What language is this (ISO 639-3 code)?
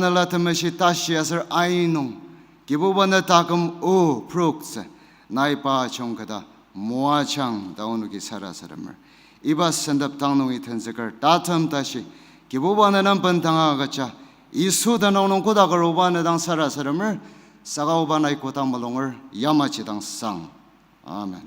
njo